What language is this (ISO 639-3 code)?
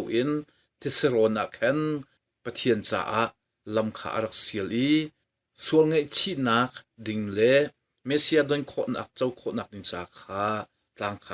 cnh